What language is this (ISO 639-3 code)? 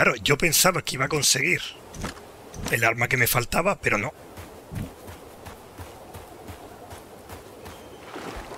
spa